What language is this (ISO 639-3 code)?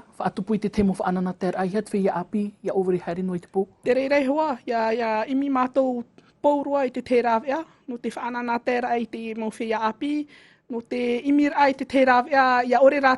tah